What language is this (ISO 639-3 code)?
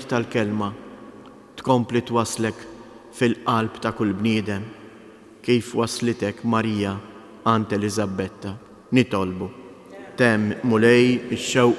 mlt